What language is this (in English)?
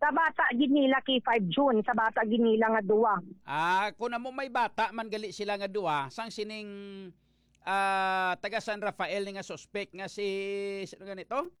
Hiligaynon